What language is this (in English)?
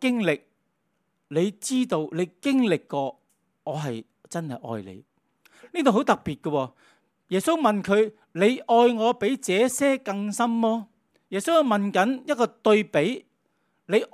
Cantonese